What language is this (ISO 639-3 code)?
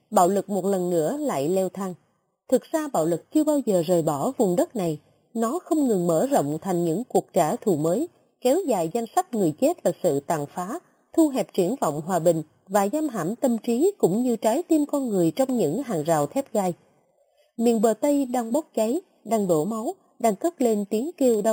vie